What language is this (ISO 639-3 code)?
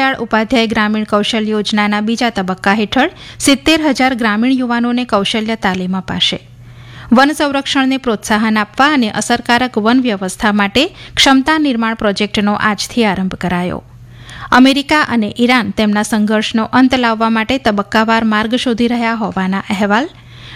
guj